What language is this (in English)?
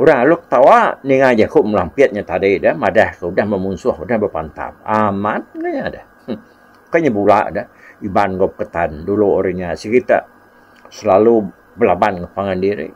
Iban